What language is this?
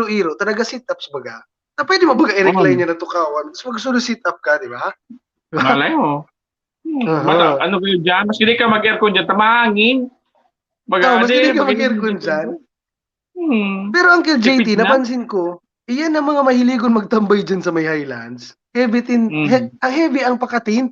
Bikol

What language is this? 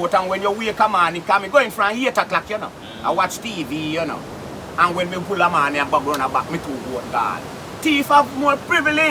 Jamaican Creole English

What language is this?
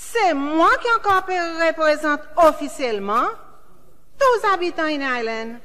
Seselwa Creole French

